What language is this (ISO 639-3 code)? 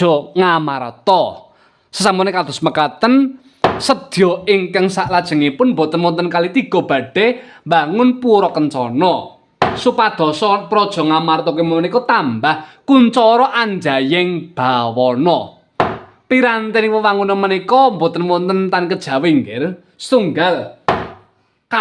jav